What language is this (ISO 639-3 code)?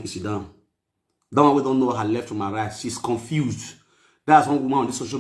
pcm